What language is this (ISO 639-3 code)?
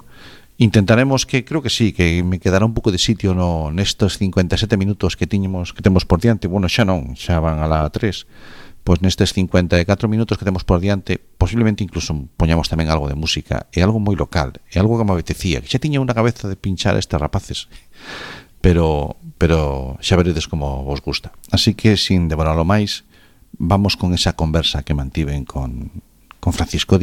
glg